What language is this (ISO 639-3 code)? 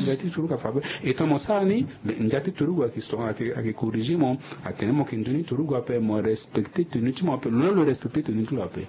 sag